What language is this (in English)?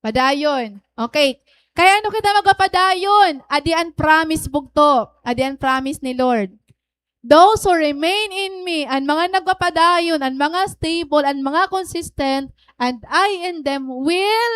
Waray